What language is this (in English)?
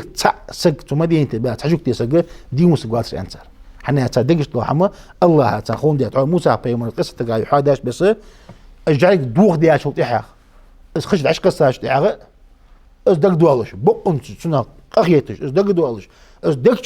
Ingush